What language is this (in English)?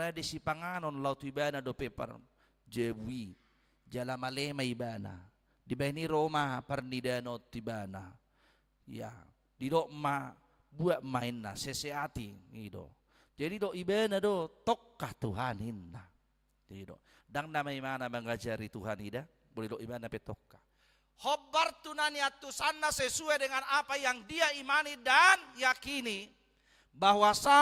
Batak Toba